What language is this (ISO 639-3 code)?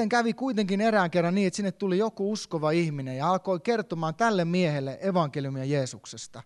fin